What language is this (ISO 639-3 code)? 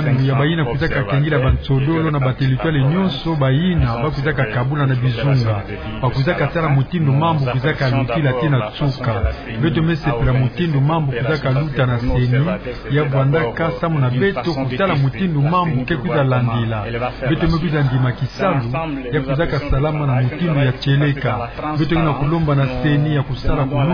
ktu